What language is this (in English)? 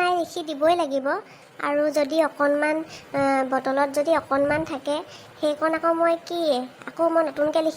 Assamese